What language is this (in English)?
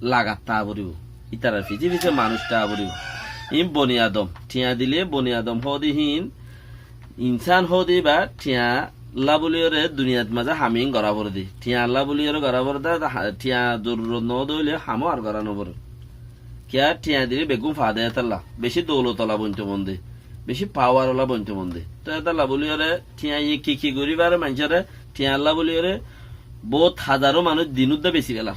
Rohingya